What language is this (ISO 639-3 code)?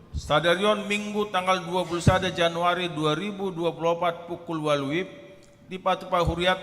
bbc